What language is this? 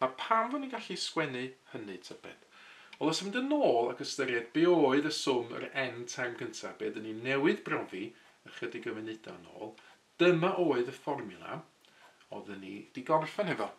Welsh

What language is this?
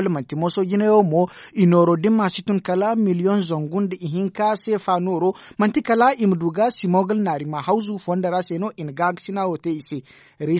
Zarma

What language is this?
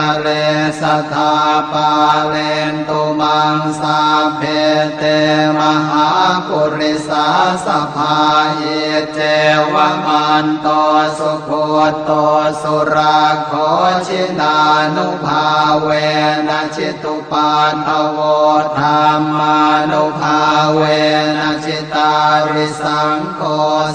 Pali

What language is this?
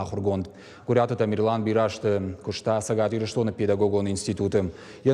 Ossetic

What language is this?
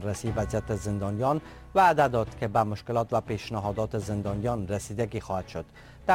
Persian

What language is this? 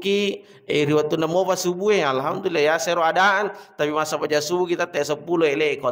Buginese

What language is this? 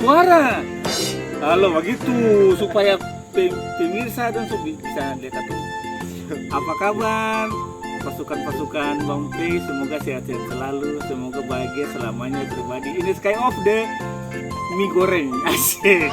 Ambonese Malay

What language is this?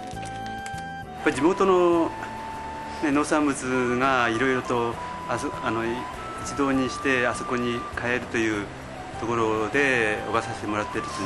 Japanese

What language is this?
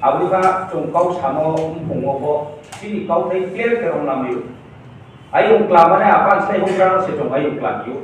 Riang (India)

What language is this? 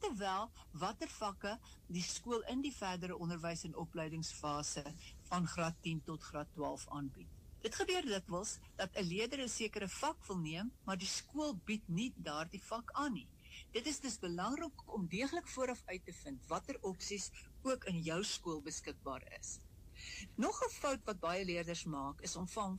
Afrikaans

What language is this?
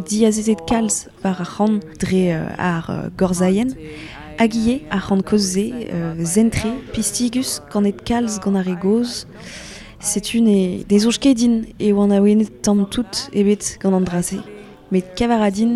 Breton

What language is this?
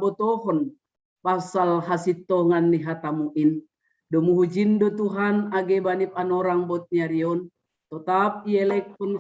Batak Simalungun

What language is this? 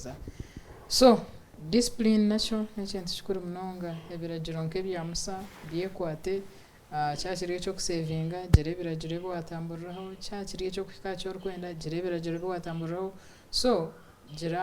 Nyankole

